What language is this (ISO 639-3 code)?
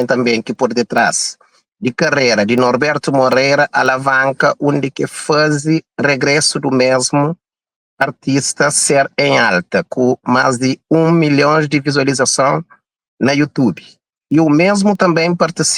kea